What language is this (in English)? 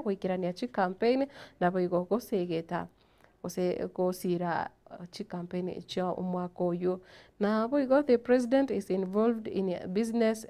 Gusii